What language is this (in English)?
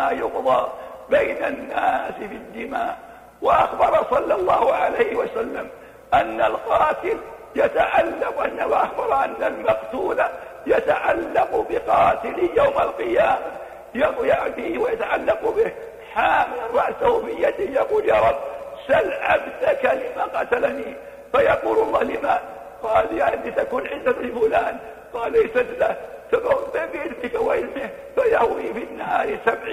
Arabic